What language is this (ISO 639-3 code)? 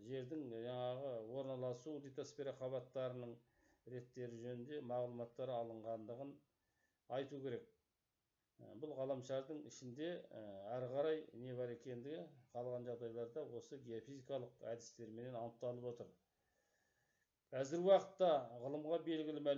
kaz